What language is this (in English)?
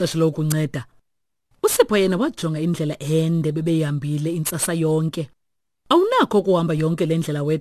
Xhosa